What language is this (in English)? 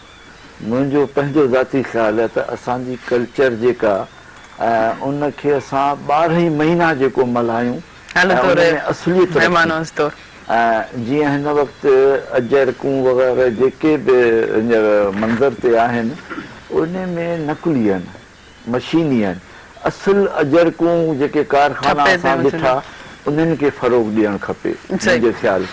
Sindhi